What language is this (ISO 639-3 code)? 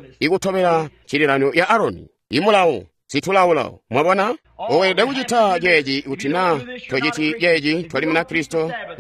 toi